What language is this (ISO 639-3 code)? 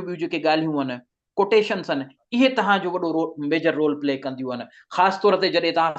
snd